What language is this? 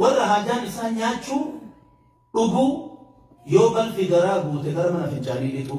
Oromo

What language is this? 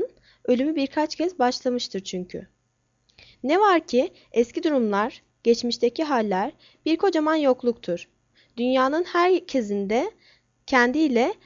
Turkish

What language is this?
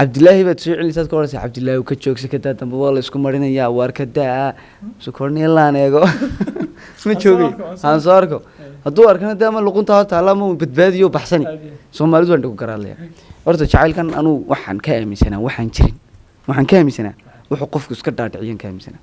Somali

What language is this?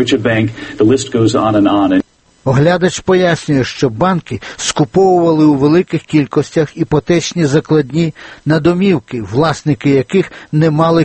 Ukrainian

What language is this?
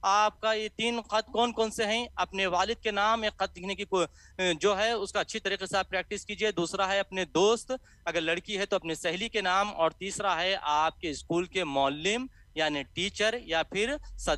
Urdu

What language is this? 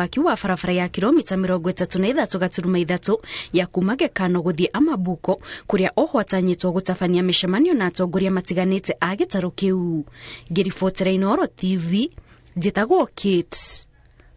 Kikuyu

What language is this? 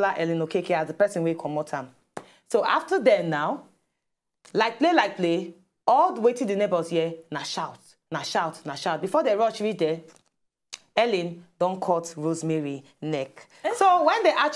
Nigerian Pidgin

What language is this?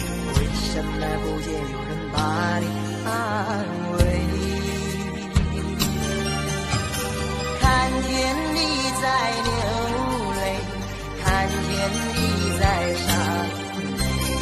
Chinese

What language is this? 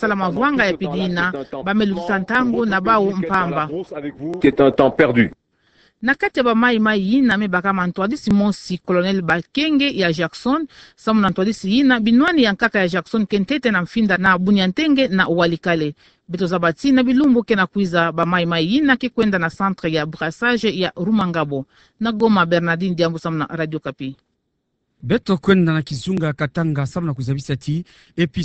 Kituba (Democratic Republic of Congo)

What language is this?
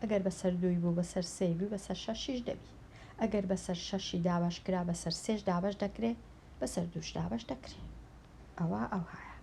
Central Kurdish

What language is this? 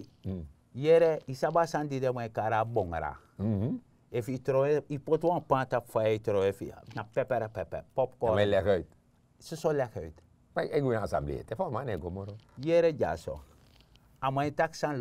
Sranan Tongo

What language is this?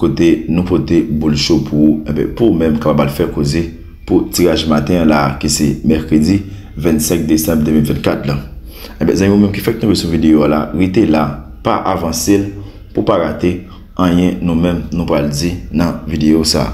Haitian Creole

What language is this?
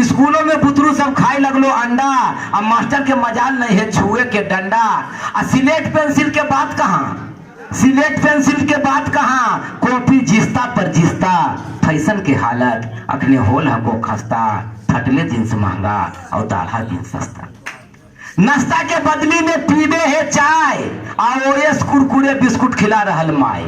Magahi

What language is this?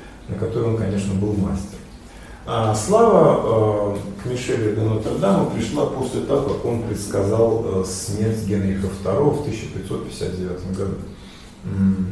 Russian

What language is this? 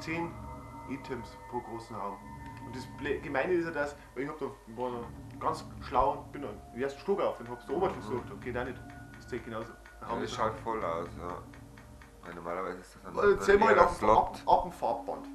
Bavarian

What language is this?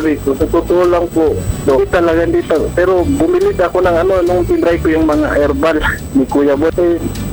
Filipino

